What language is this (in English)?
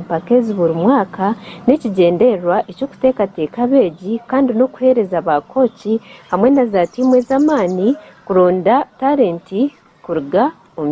Nyankole